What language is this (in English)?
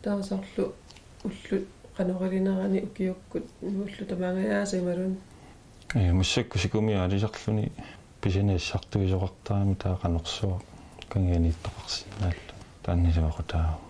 Kalaallisut